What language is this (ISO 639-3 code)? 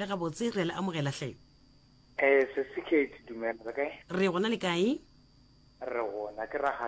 nso